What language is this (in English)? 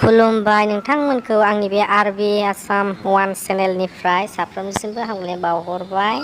Bodo